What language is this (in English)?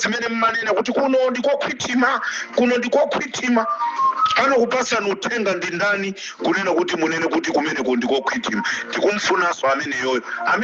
Nyanja